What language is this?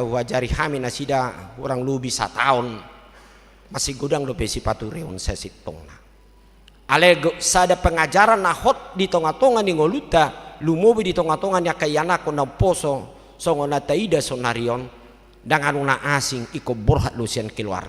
Batak Toba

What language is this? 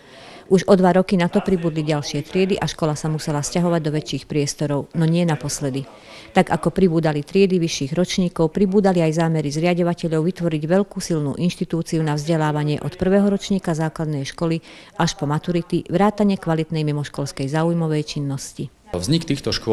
Slovak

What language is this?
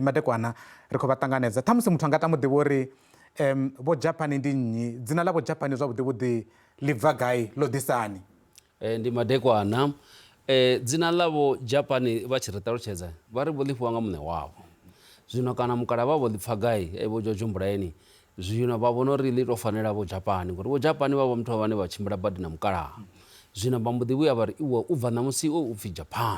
Venda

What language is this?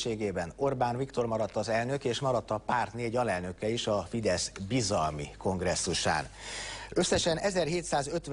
Hungarian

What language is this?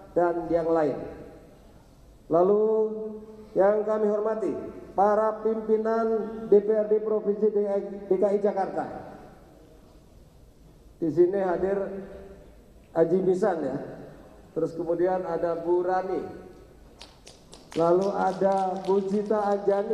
Indonesian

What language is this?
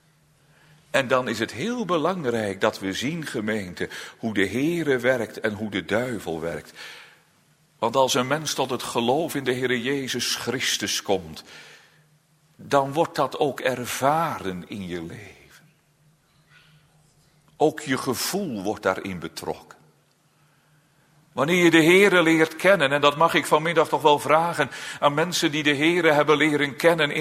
Dutch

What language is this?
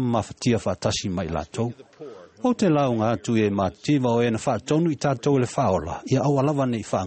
Samoan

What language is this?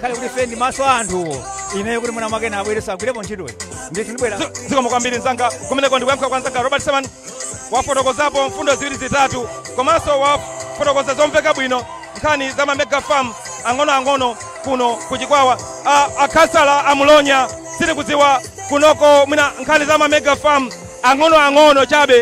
Nyanja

